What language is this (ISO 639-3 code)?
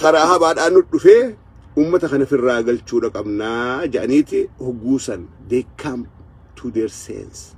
orm